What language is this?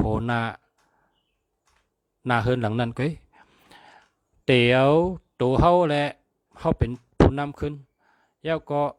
Shan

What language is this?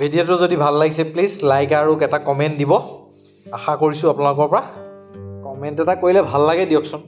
Assamese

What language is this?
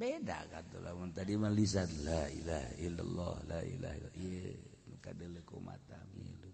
Sundanese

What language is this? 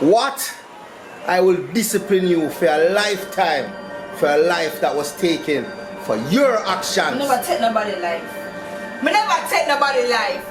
Jamaican Creole English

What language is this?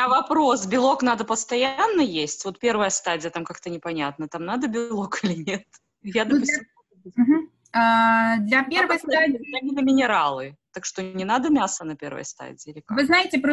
Russian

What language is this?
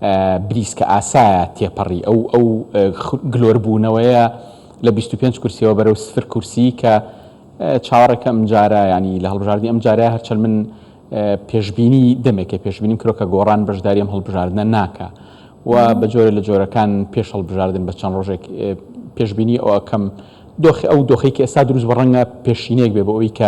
Central Kurdish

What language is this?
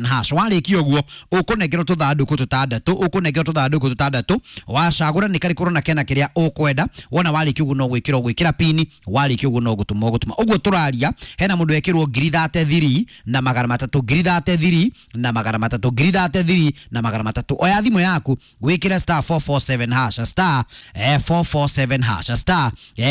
Kikuyu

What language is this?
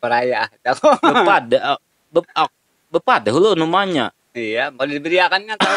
Banjar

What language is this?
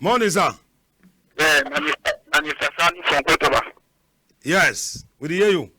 Cameroon Pidgin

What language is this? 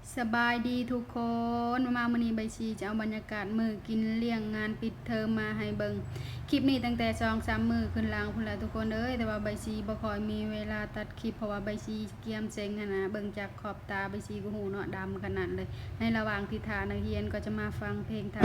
Lao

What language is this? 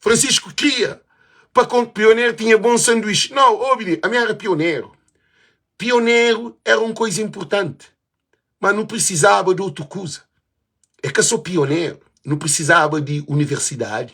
Kabuverdianu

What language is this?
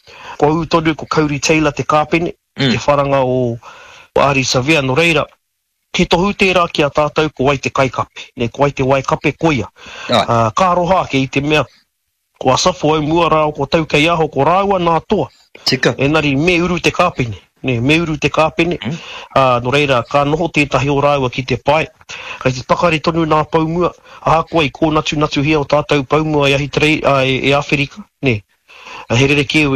Māori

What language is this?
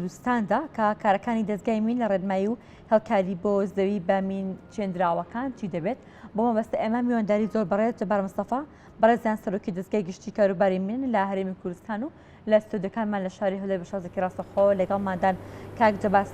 Central Kurdish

